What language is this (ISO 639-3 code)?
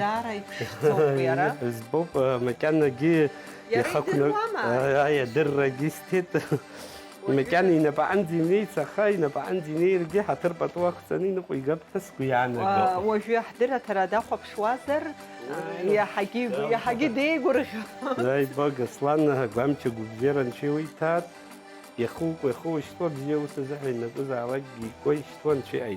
abk